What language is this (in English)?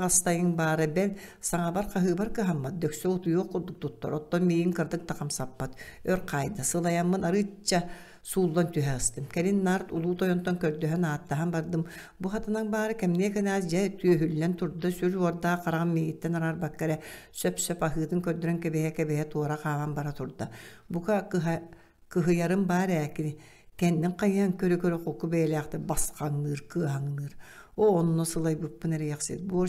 Yakut